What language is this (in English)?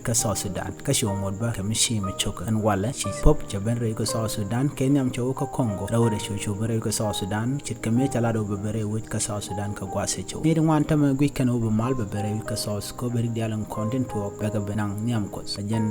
Nuer